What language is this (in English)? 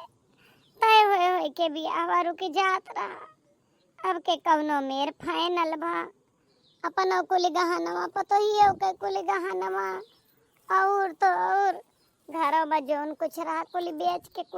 Awadhi